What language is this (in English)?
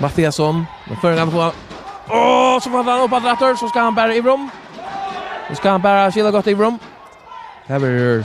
Faroese